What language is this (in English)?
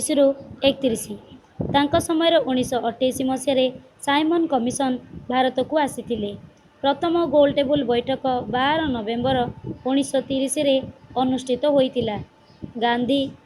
Odia